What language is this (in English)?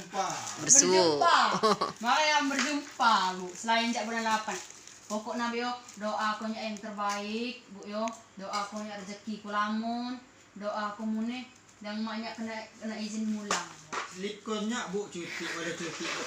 Komering